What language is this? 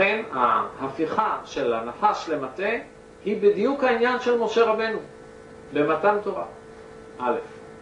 Hebrew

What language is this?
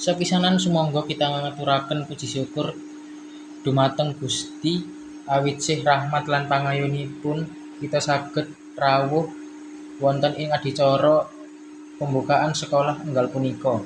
Javanese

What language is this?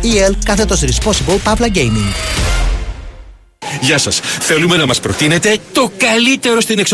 Greek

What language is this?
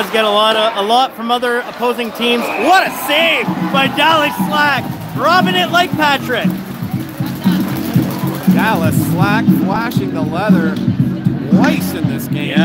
English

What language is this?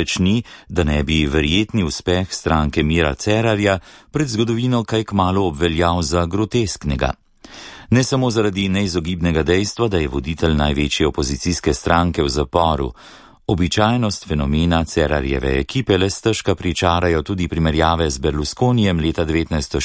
Slovenian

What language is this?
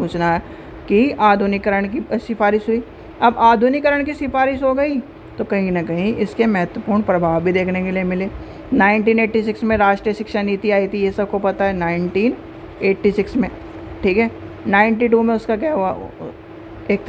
Hindi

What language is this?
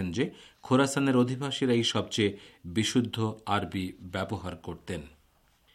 Bangla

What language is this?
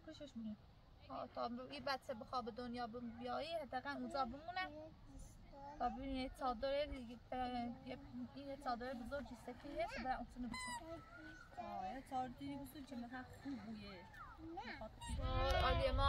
Persian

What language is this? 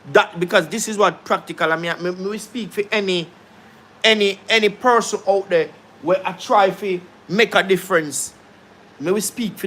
Jamaican Creole English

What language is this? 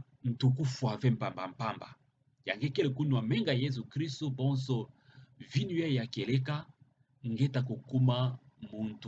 Kituba (Democratic Republic of Congo)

